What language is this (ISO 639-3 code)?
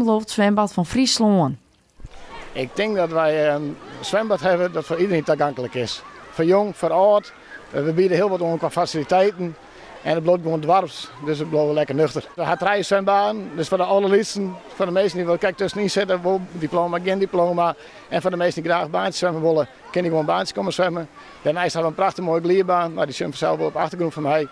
fry